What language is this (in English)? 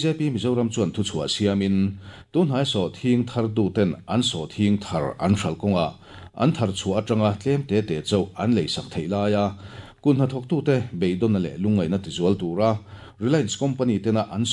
Mizo